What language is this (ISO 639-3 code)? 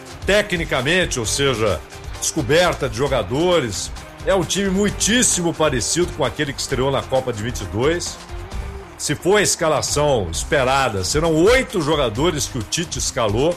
por